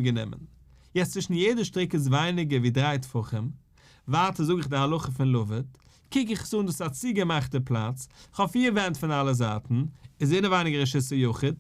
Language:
Yiddish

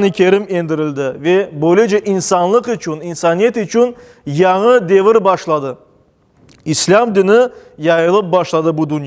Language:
Crimean Tatar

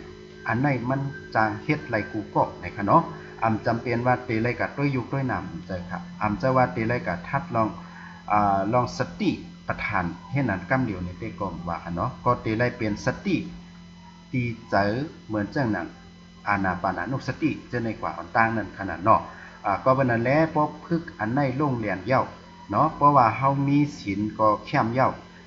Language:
Shan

